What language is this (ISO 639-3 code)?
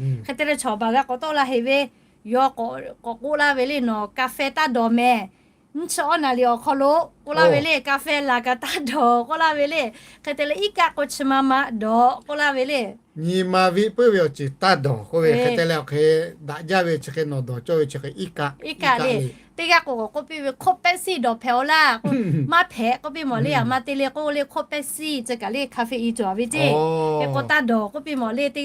lhu